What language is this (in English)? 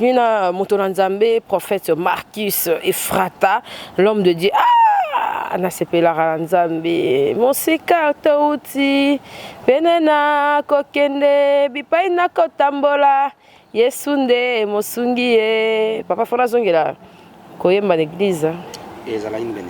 Lingala